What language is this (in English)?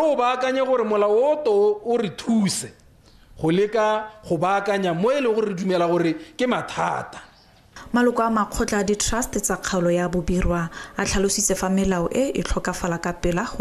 Tswana